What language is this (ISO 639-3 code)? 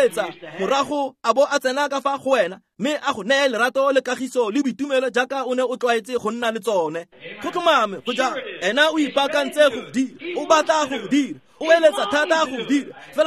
tsn